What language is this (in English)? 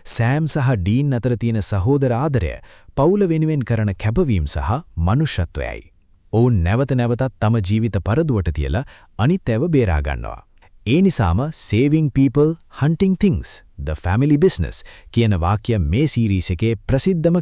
Sinhala